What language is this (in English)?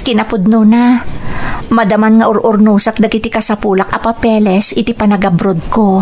Iloko